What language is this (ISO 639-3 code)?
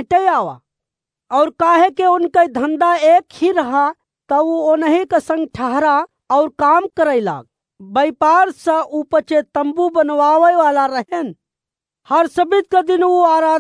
awa